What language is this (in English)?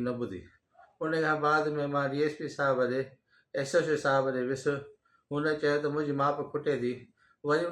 Sindhi